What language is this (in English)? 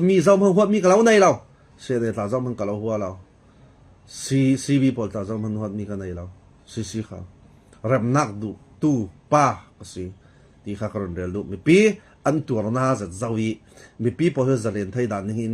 Falam Chin